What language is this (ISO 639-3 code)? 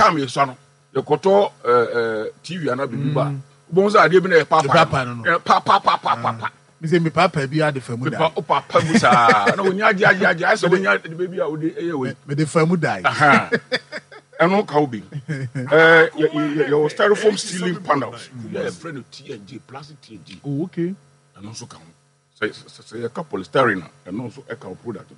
aka